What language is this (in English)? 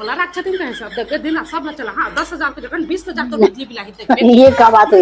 Chhattisgarhi